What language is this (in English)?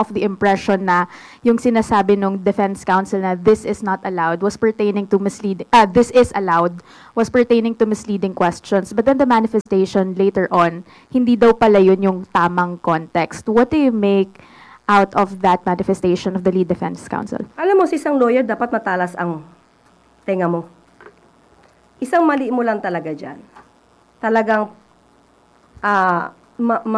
Filipino